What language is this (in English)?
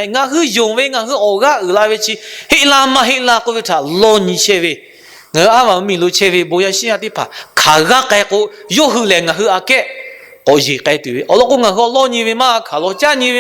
Lahu